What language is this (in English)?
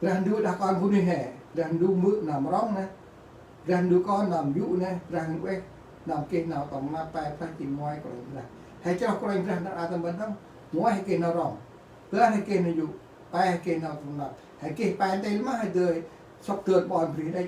Central Mnong